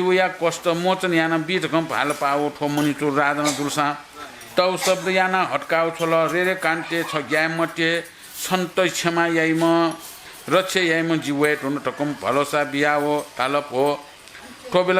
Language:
Newari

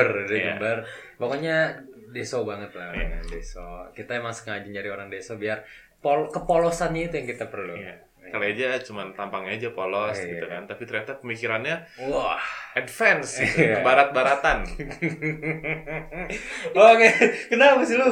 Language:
Indonesian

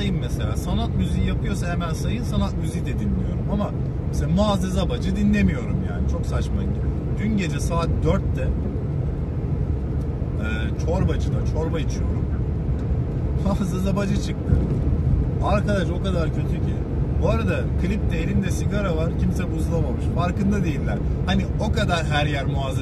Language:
Turkish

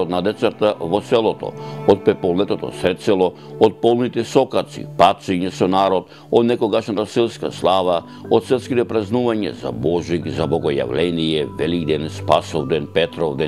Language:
Macedonian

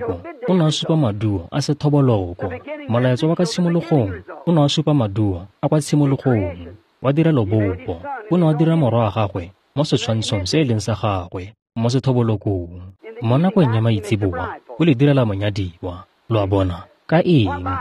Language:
Tswana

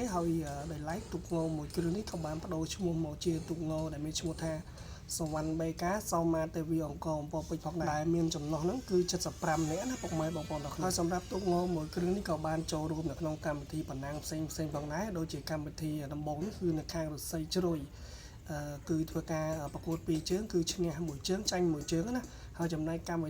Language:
Khmer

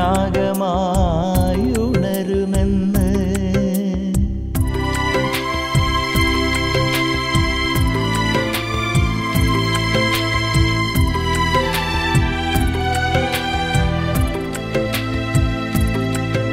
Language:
Malayalam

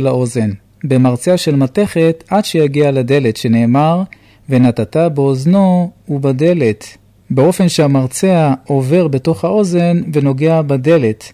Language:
Hebrew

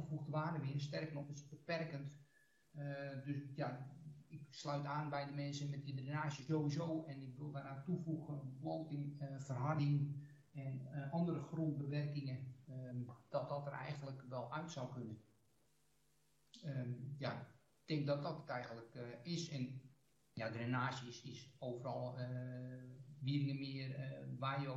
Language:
Dutch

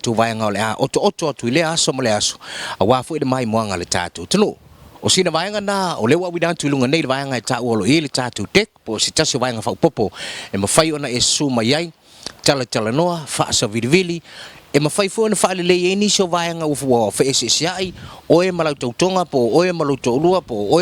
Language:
Samoan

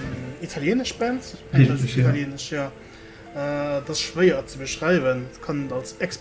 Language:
Luxembourgish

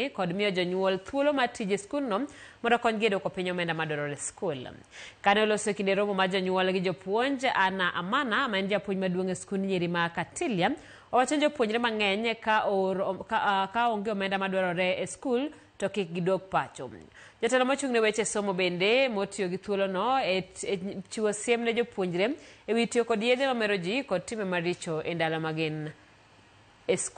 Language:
Luo (Kenya and Tanzania)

